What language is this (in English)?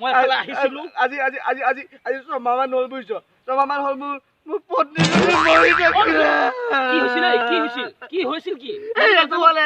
Assamese